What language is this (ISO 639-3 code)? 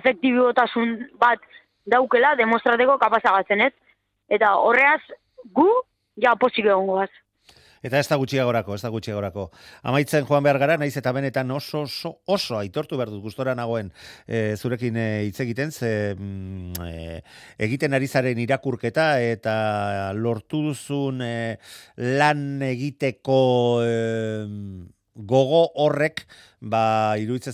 eus